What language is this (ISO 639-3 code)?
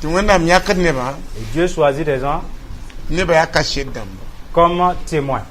mos